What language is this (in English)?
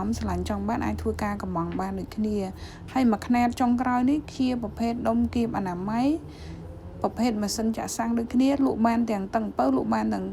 Khmer